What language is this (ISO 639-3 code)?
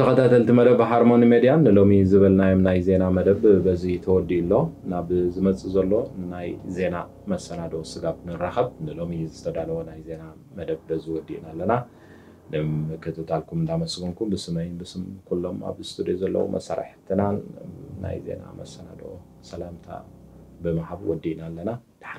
tir